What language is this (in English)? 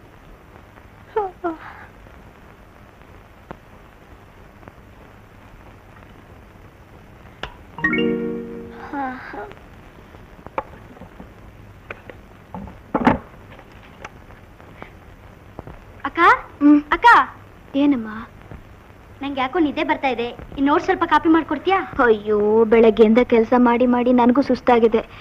Kannada